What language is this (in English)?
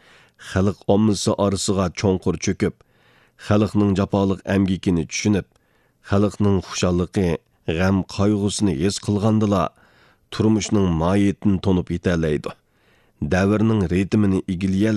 Uyghur